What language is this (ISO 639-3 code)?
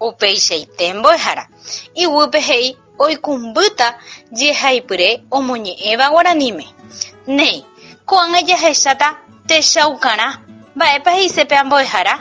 grn